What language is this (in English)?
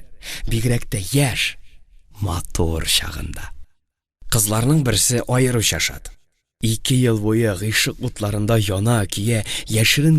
Tatar